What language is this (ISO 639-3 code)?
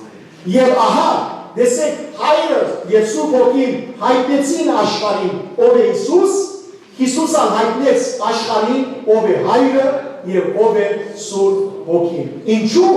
hyw